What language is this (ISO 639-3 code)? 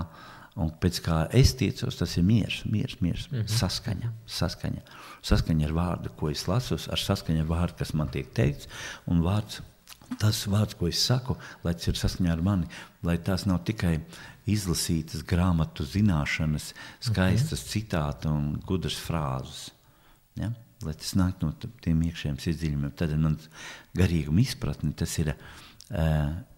lav